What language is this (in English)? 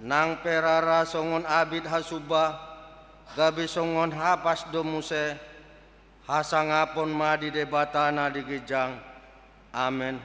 Batak Toba